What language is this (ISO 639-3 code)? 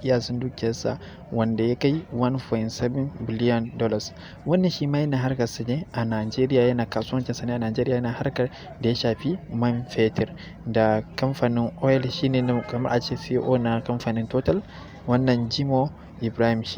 hau